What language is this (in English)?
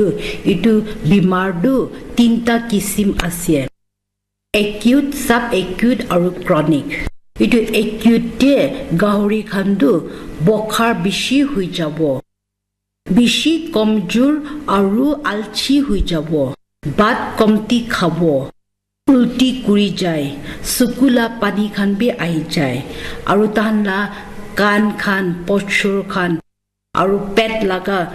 Naga Pidgin